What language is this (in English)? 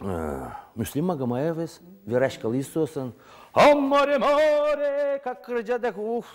Udmurt